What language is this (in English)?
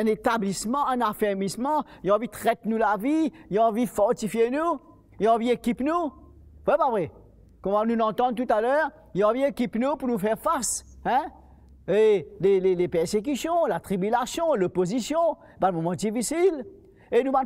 Morisyen